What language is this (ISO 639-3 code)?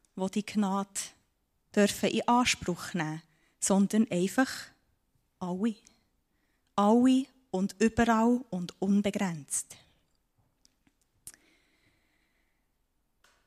deu